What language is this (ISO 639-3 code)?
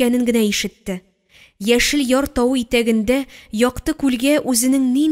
tat